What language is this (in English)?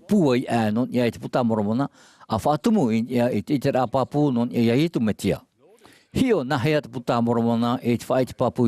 Tahitian